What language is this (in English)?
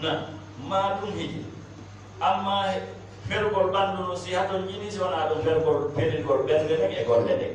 Fula